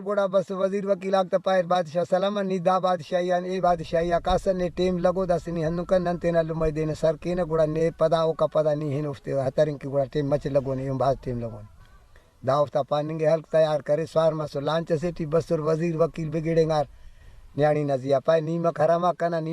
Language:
Brahui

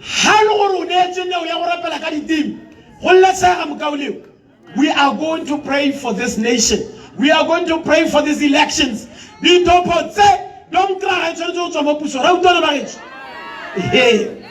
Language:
Tswana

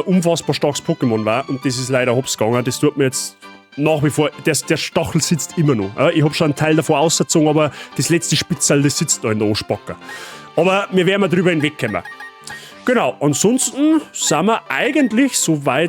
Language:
Bavarian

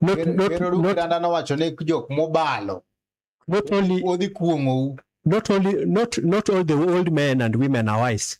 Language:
Luo (Kenya and Tanzania)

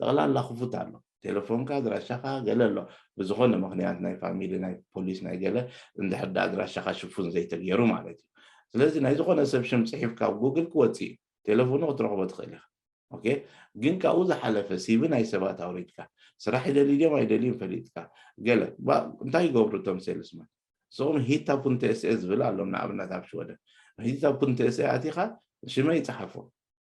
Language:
Tigrinya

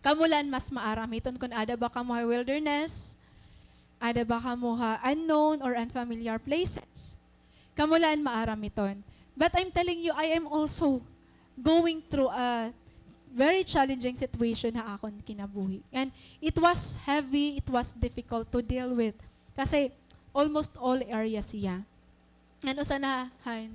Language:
Waray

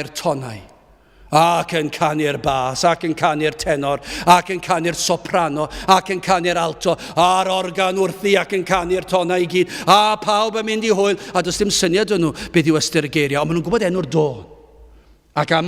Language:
Welsh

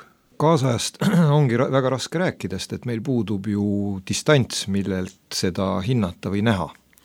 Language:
Estonian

